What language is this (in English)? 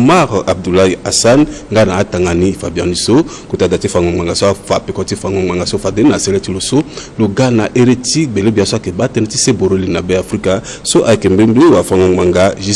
Sango